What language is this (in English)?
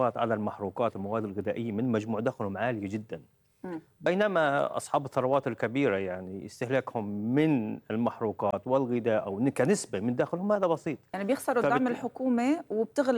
North Levantine Arabic